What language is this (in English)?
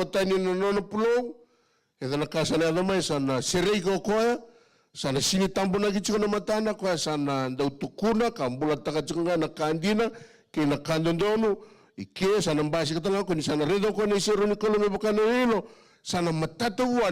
Fijian